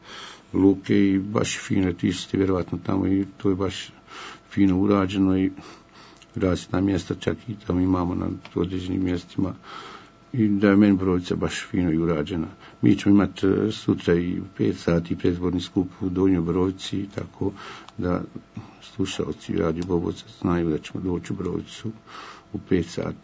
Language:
Bosnian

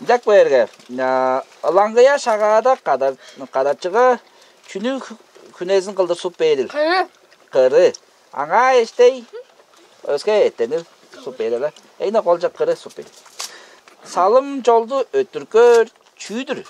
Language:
Tuvinian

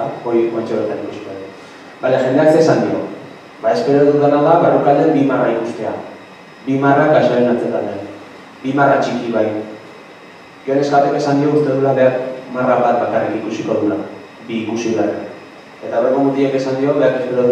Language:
Basque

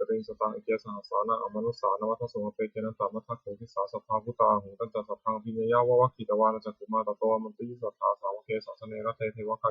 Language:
Pali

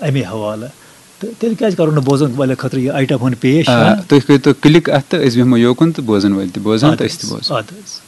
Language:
Kashmiri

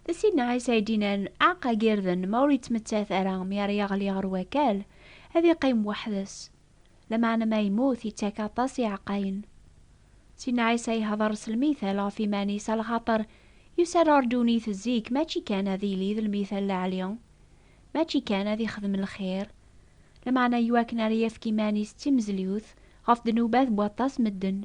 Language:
Kabyle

